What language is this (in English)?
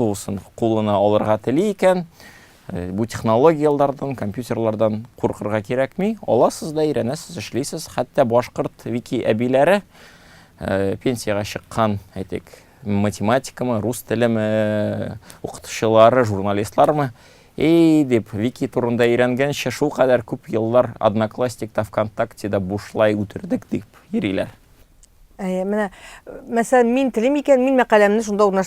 Tatar